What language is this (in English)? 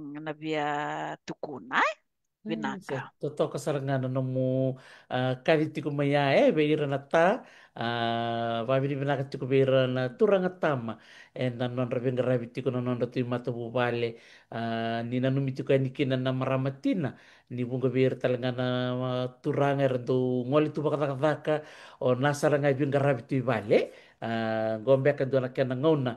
Fijian